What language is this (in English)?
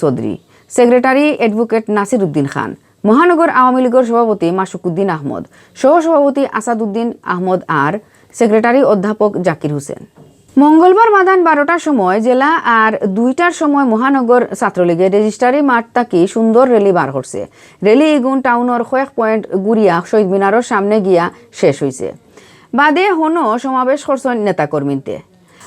Sylheti